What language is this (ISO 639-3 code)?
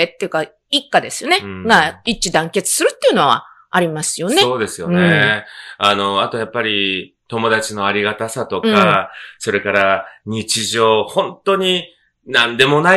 jpn